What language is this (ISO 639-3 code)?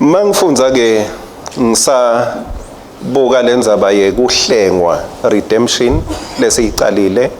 ssw